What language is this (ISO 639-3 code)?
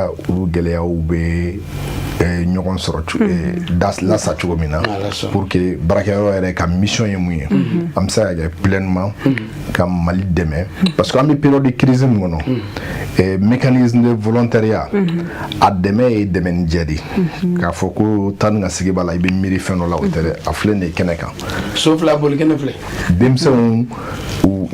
bam